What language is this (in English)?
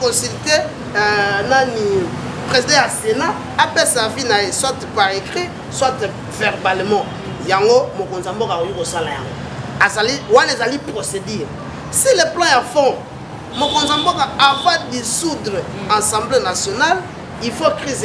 Lingala